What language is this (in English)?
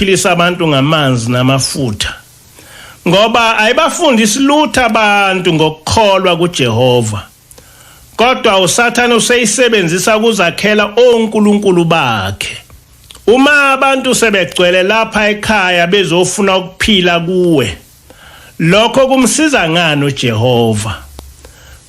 Zulu